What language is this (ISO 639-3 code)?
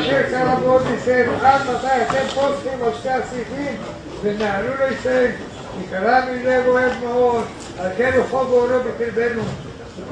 heb